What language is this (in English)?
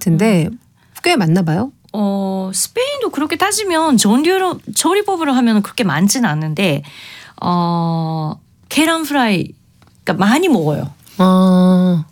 Korean